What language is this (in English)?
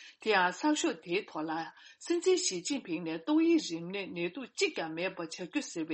Tibetan